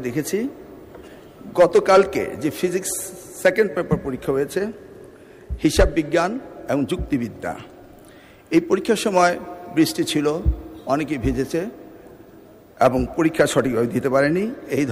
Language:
Bangla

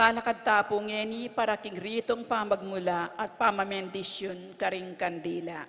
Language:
Pampanga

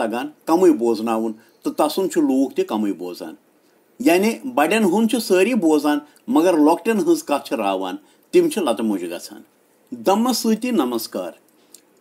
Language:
Kashmiri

